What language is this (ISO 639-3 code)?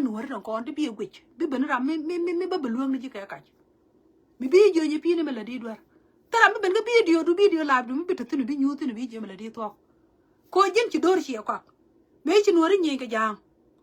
nus